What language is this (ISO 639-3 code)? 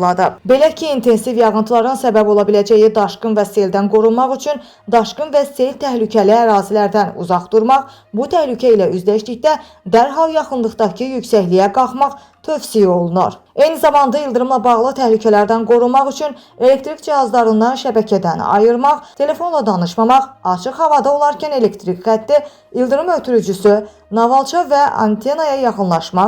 aze